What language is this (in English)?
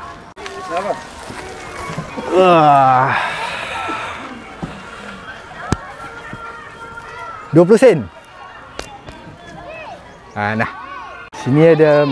Malay